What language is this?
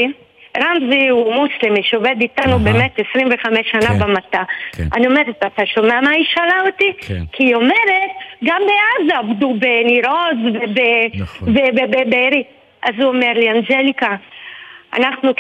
Hebrew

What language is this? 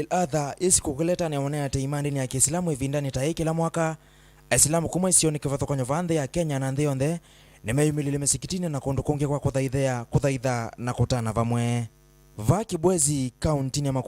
Kamba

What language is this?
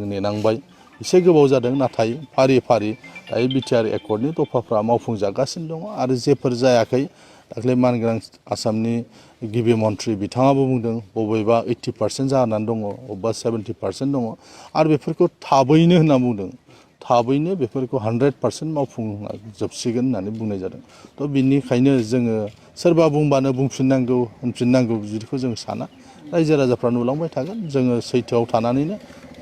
Bodo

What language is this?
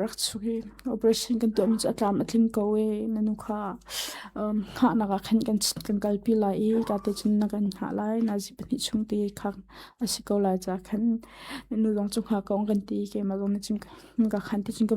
Hakha Chin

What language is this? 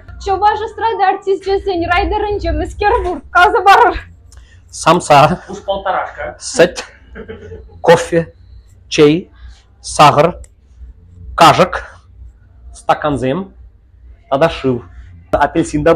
Chuvash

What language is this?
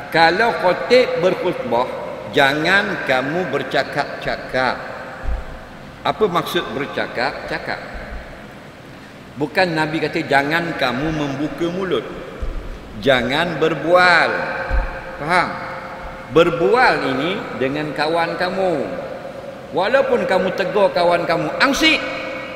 Malay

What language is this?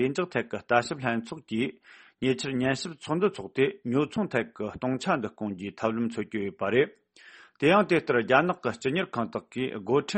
Tibetan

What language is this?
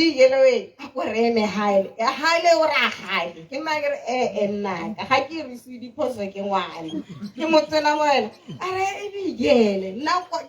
Tswana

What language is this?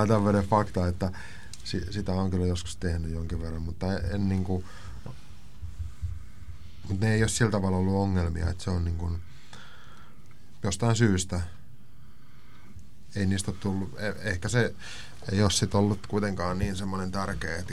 Finnish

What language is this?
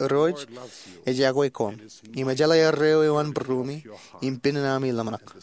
Marshallese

